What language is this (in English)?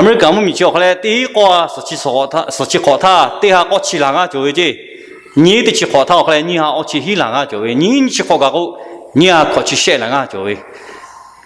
Lahu